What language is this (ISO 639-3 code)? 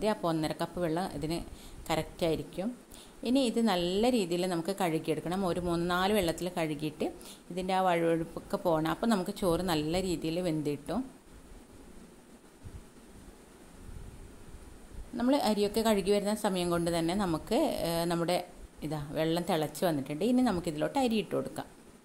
mal